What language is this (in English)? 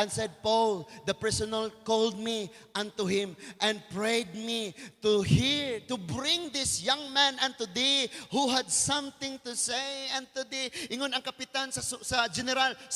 Cebuano